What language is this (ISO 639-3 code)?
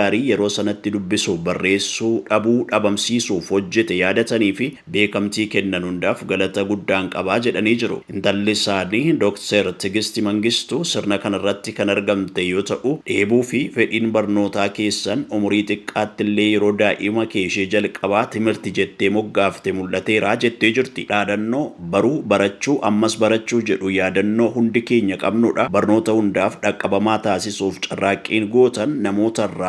orm